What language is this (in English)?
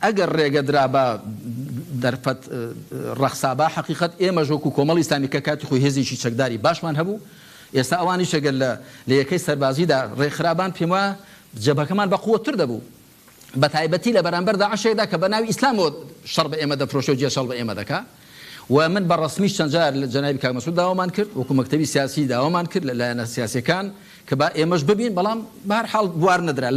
Central Kurdish